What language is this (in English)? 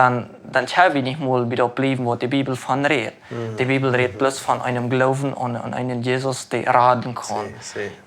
Plautdietsch